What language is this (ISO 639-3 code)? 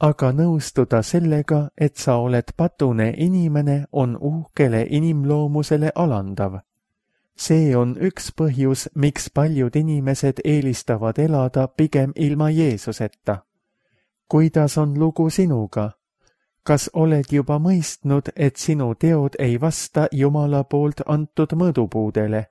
est